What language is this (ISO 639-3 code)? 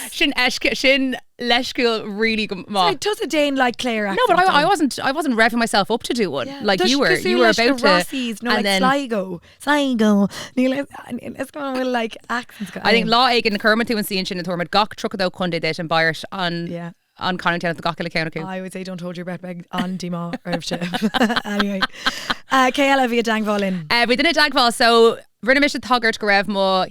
gle